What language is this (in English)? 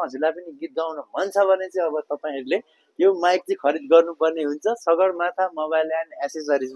Nepali